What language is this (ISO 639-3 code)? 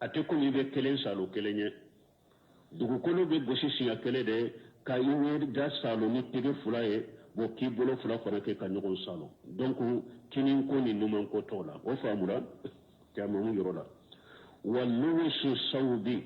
bam